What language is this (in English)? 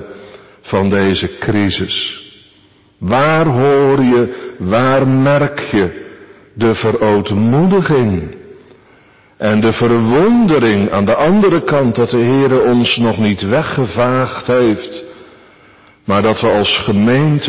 Dutch